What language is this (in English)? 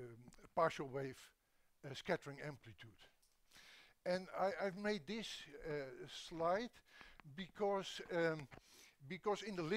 English